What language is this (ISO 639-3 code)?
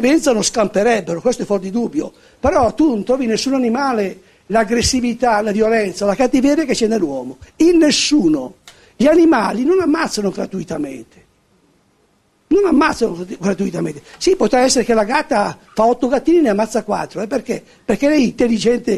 ita